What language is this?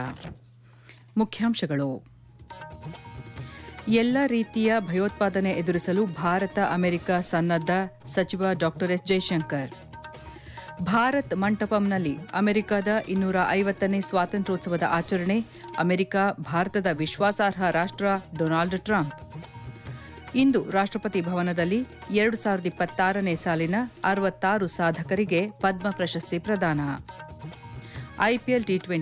Kannada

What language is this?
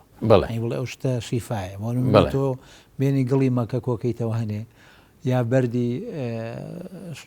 Central Kurdish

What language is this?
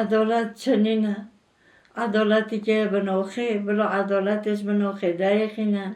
Kurdish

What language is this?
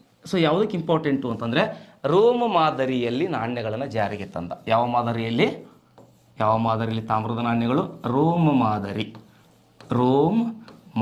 Kannada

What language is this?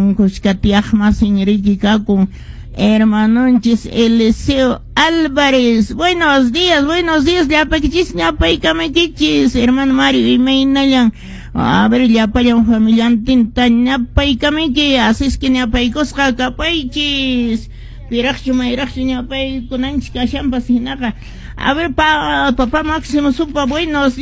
Quechua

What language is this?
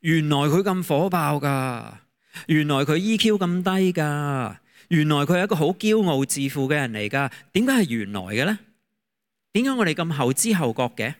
Cantonese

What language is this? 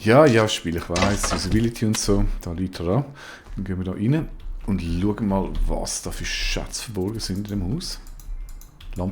Swiss German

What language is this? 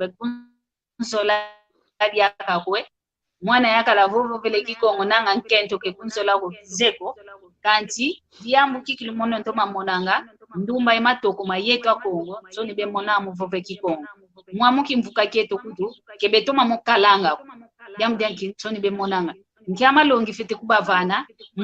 San Salvador Kongo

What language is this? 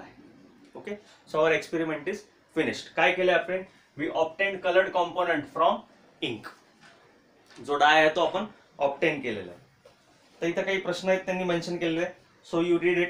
Marathi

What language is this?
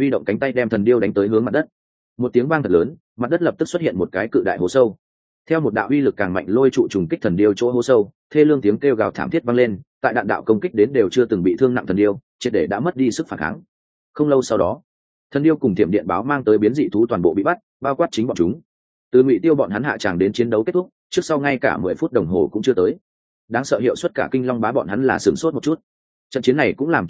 Vietnamese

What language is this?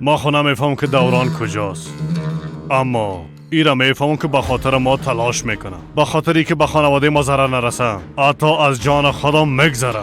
Persian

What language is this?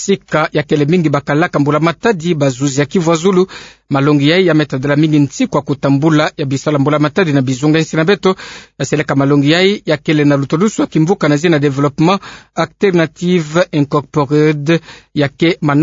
Kituba (Democratic Republic of Congo)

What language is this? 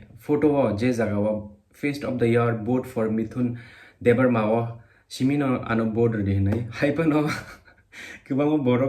Kok Borok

